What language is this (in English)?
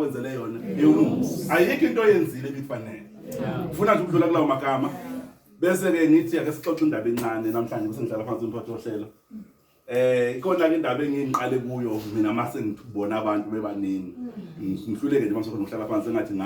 Zulu